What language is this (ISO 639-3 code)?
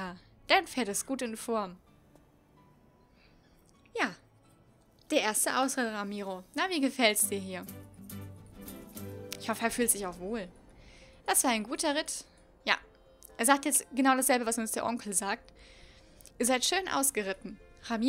deu